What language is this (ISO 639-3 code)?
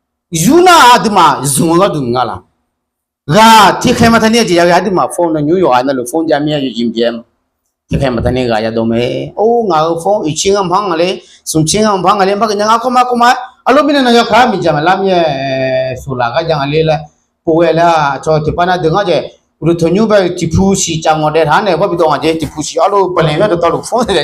ahk